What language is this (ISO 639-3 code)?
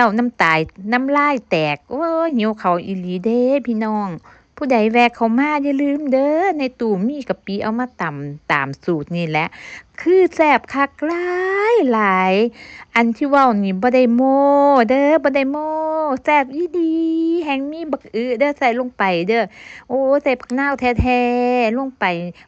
lao